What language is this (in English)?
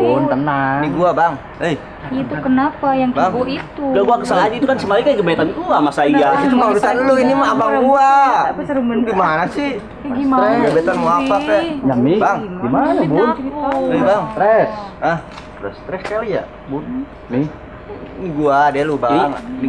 Betawi